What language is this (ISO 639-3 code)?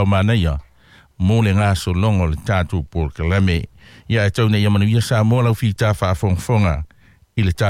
smo